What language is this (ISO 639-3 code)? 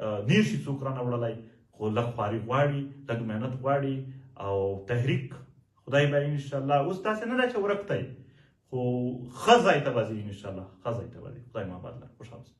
pus